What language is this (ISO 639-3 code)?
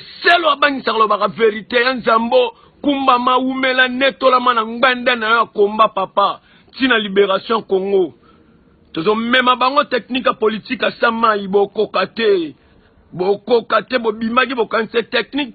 lin